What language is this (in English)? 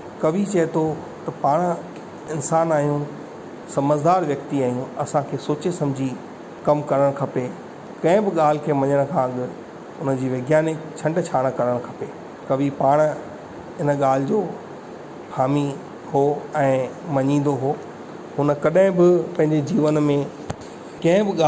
Sindhi